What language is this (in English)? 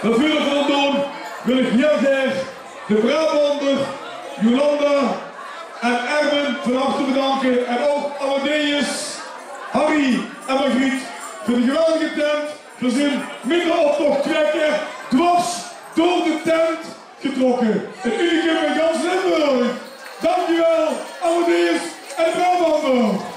Limburgish